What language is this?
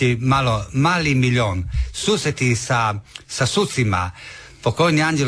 Croatian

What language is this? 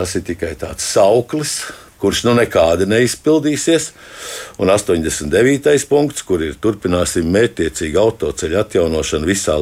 Latvian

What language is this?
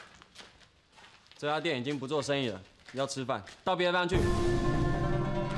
Chinese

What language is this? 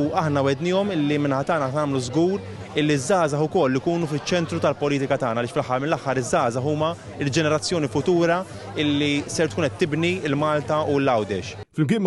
Maltese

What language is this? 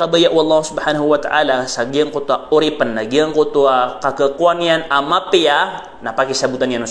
Maranao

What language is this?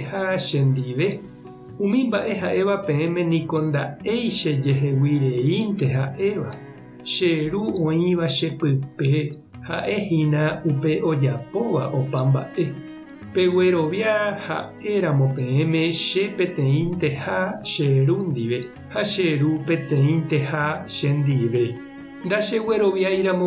Guarani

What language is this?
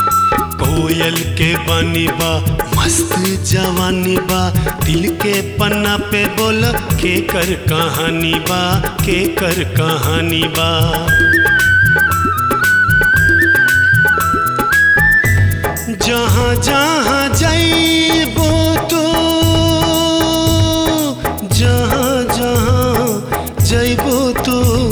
Bhojpuri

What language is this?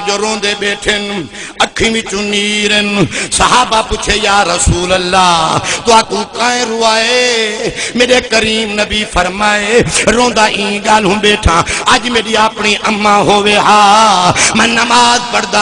Saraiki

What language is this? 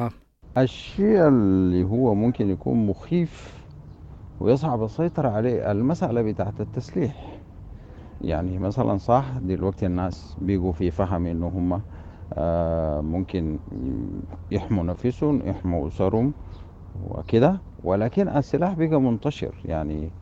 Sudanese Arabic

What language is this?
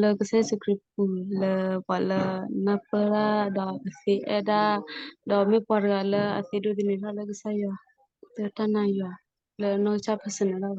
S'gaw Karen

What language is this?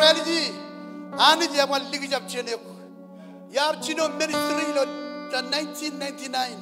Marshallese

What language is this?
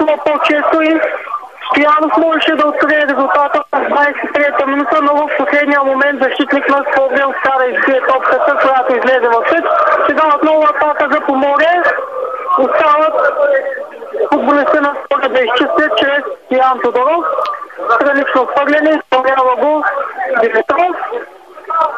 Bulgarian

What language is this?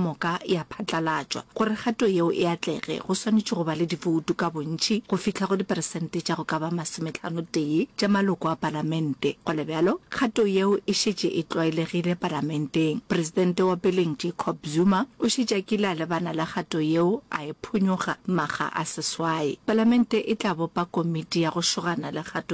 Northern Sotho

